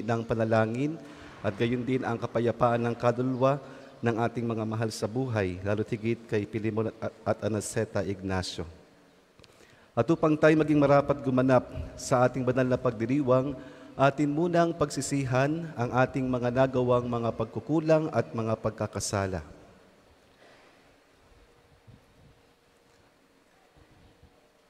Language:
Filipino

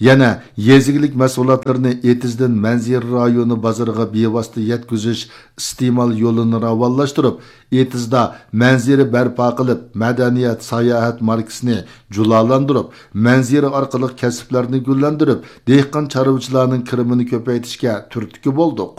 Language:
Uyghur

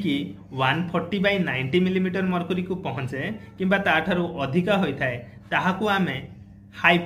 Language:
Odia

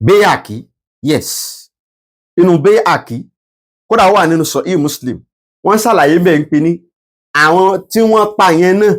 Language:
Yoruba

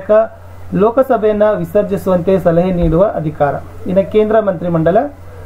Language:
Kannada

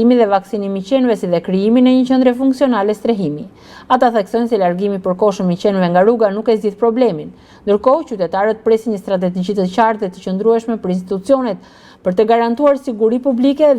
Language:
Albanian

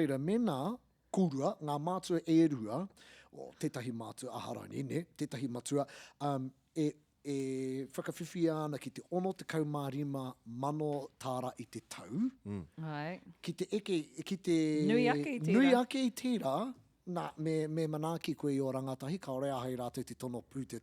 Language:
Māori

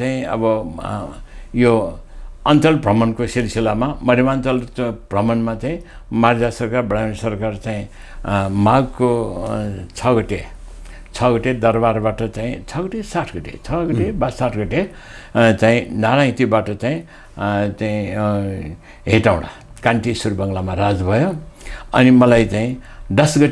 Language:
Nepali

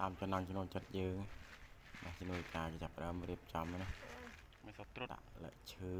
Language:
Khmer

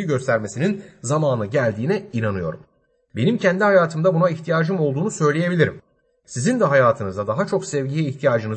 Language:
Turkish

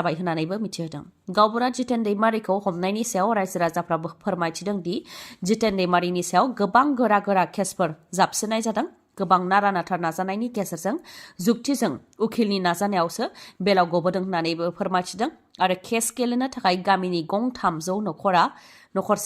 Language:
Bodo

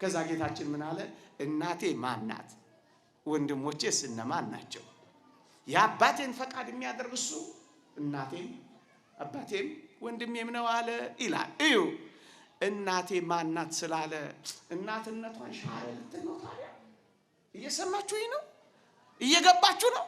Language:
Amharic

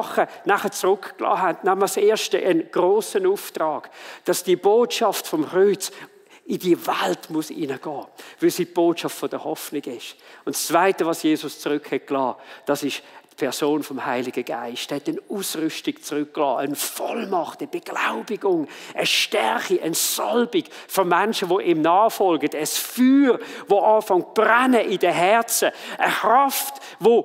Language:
Swiss German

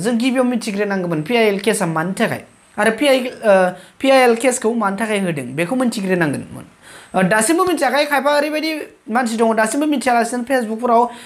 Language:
Bodo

